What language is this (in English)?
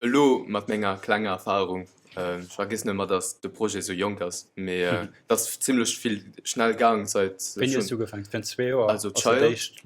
Luxembourgish